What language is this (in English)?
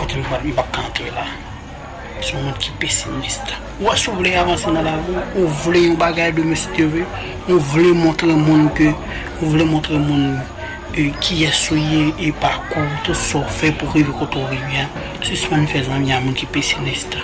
Haitian Creole